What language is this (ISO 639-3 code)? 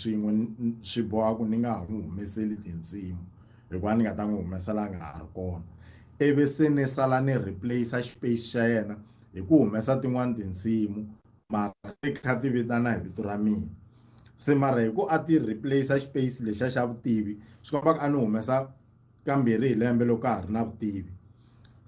tso